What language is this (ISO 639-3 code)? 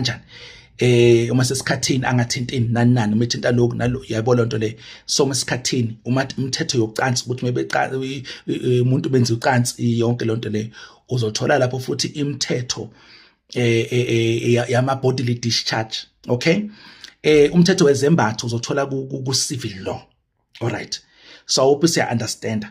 zul